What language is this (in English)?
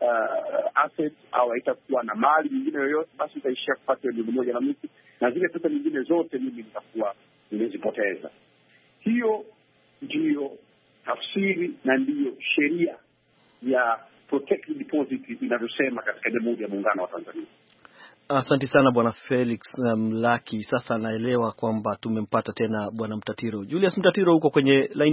Swahili